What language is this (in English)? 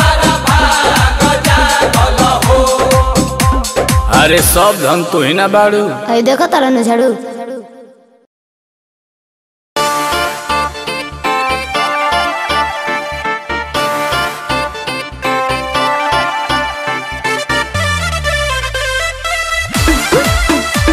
Bhojpuri